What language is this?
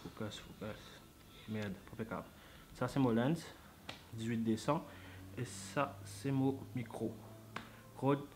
Morisyen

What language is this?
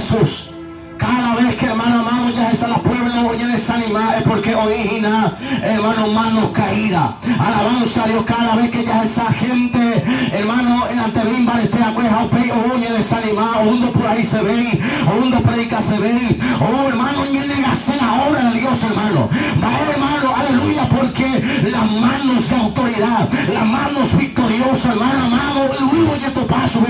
Guarani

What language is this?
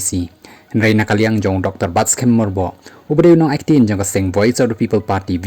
Khasi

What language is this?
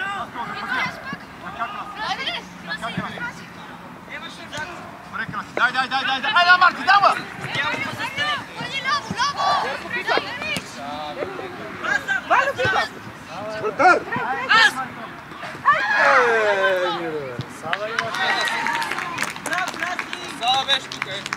Bulgarian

